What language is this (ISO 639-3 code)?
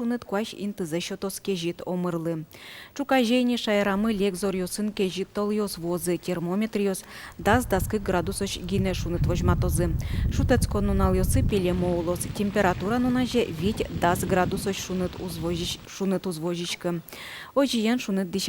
udm